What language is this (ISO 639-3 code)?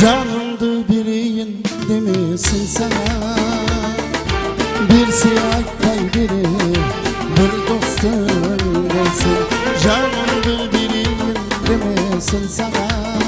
kaa